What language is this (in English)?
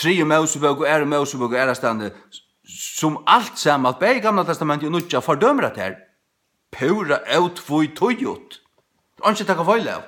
Faroese